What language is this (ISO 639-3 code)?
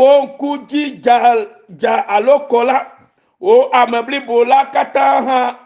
ewe